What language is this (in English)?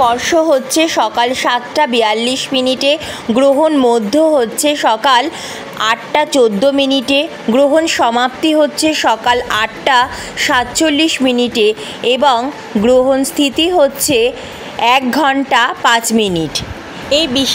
Bangla